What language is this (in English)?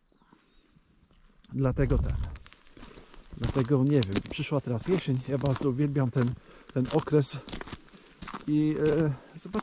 Polish